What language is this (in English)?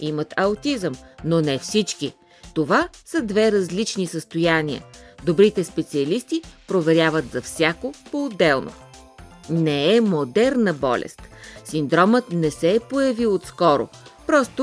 Bulgarian